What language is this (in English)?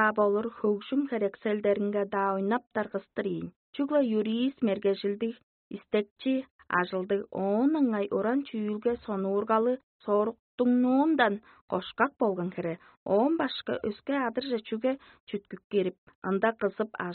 Tuvinian